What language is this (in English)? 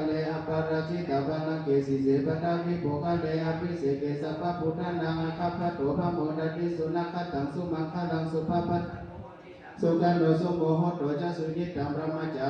Pali